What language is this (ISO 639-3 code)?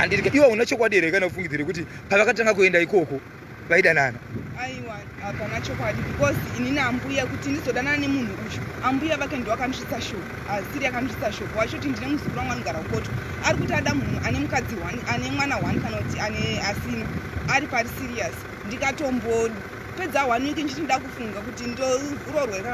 sna